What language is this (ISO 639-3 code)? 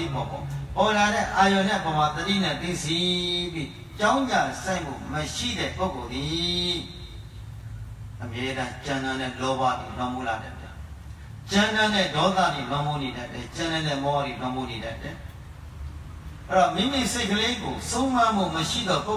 mya